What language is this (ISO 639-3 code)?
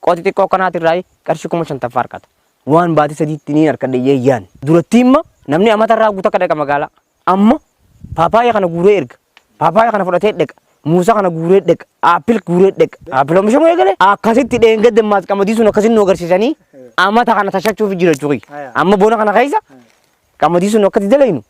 orm